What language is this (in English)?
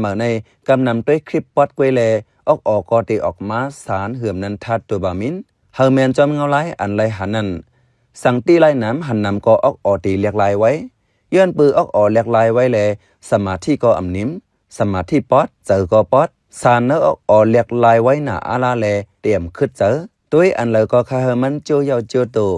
Shan